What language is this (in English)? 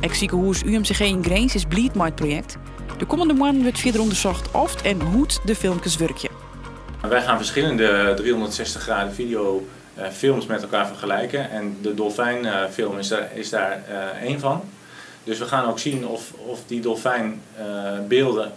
Western Frisian